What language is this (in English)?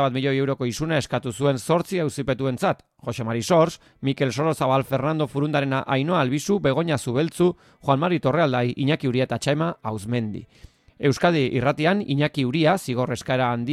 Basque